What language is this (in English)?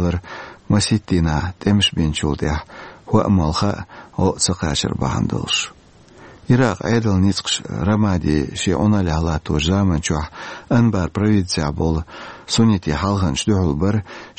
Chechen